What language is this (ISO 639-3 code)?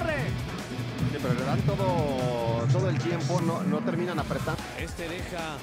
spa